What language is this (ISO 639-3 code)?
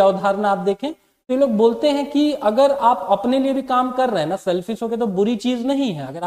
hin